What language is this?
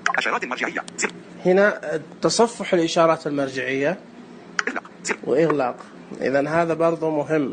Najdi Arabic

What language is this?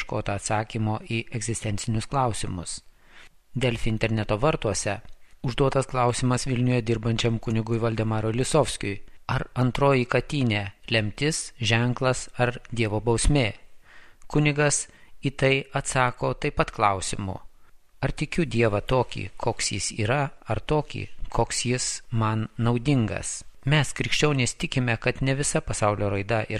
Lithuanian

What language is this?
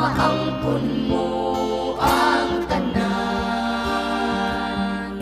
Cebuano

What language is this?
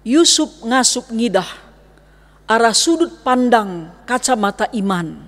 Batak Karo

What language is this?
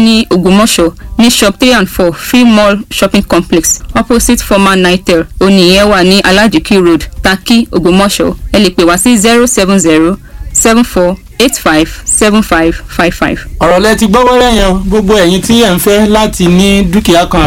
Yoruba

